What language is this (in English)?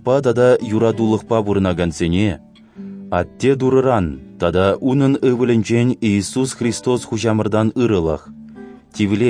Chuvash